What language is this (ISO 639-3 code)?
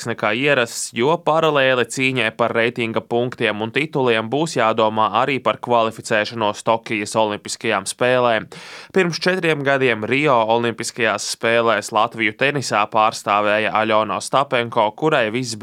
lav